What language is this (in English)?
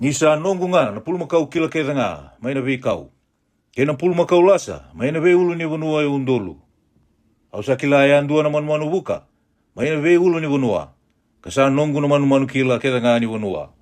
Fijian